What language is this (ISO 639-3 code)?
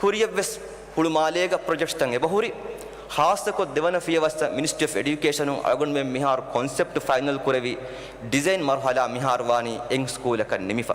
div